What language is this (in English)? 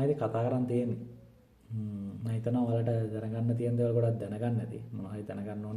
Sinhala